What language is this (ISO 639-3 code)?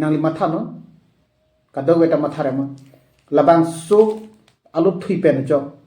mjw